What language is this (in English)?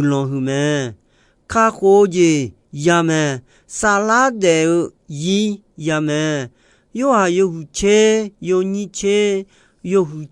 Akha